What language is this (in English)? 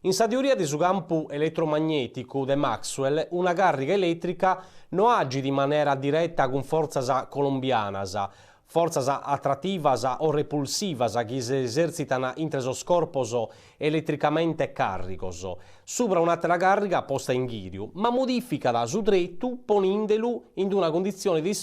Sardinian